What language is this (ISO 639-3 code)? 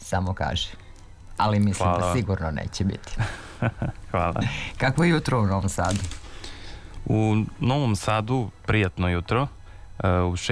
srp